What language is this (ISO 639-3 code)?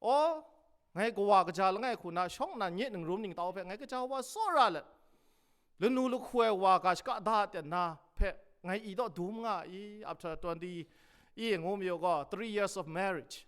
kac